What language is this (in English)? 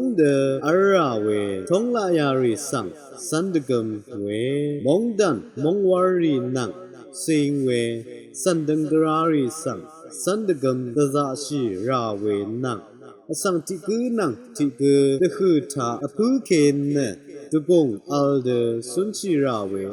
Rawang